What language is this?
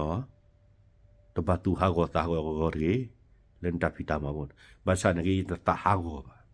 S'gaw Karen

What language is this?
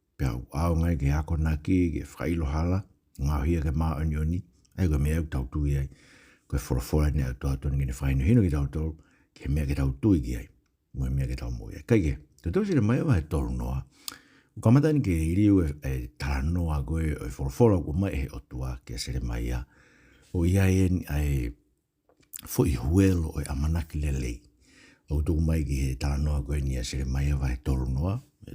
Tongan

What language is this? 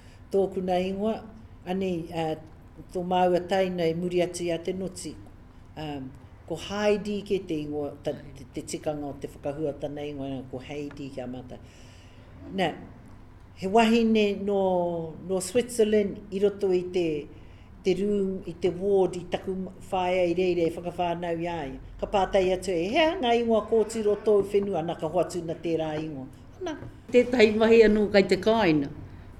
Māori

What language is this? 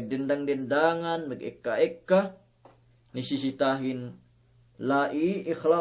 Yakan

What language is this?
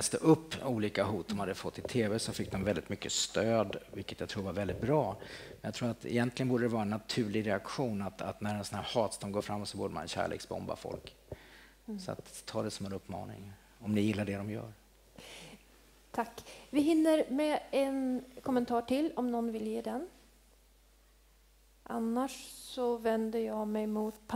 Swedish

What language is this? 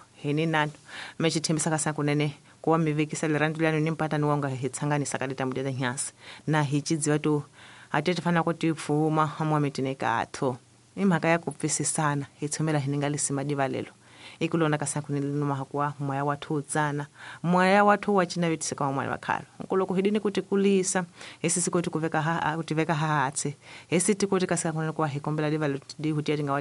Tsonga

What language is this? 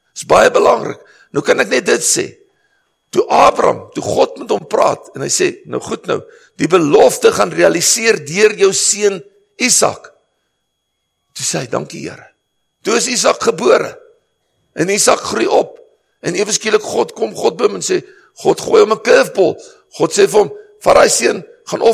Afrikaans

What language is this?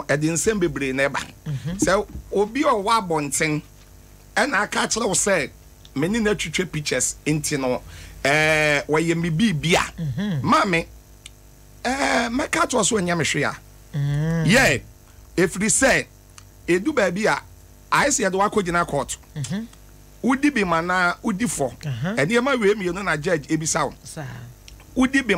Akan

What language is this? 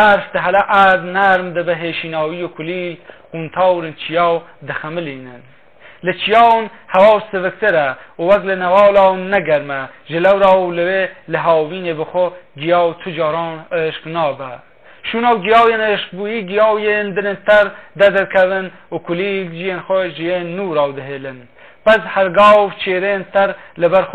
Kurdish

